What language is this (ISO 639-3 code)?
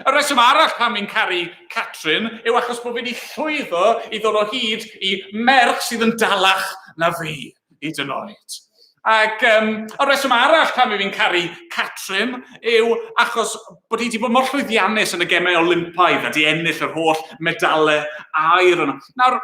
cym